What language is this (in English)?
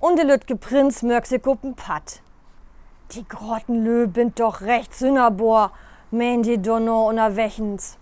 Low German